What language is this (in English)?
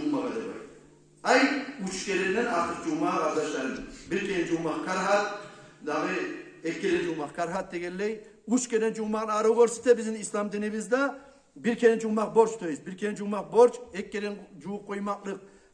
Kumyk